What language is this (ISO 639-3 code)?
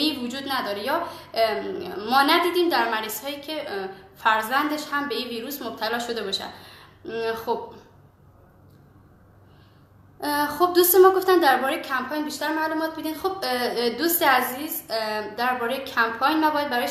fas